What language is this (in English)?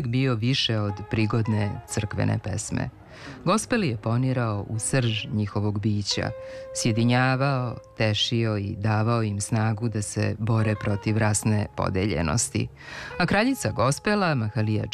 Serbian